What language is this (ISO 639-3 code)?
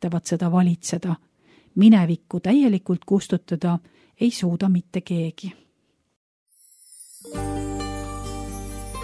est